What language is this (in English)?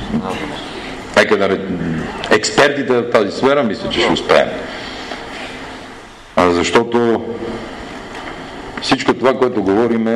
Bulgarian